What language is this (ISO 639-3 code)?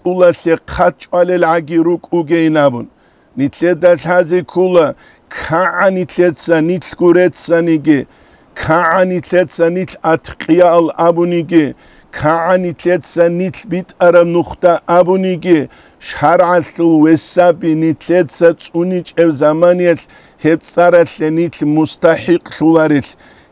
ava